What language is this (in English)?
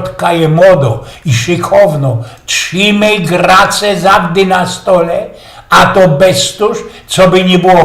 Silesian